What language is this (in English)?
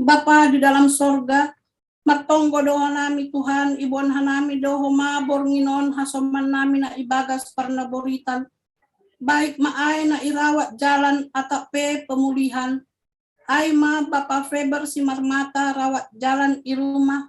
Batak Simalungun